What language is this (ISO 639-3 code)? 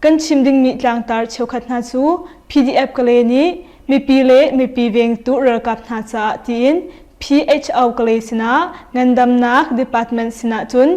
cnh